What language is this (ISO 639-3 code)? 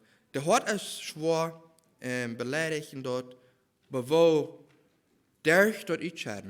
pdt